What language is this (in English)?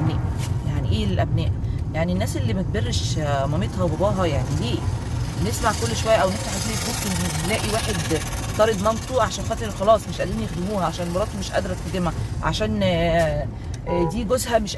Egyptian Arabic